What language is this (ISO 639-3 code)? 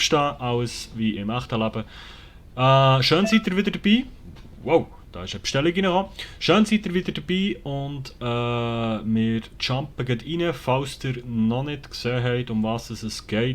gsw